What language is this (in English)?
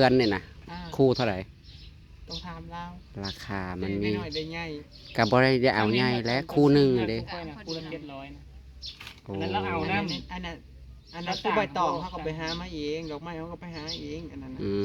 Northeastern Thai